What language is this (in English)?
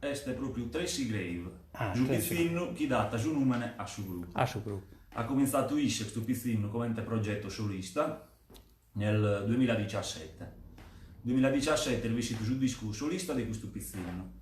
Sardinian